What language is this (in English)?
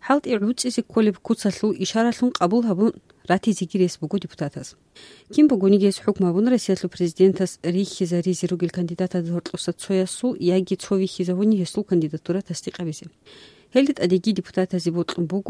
Avaric